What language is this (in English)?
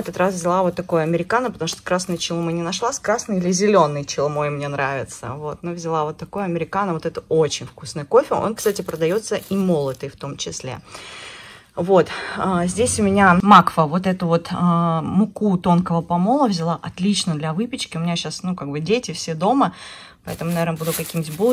Russian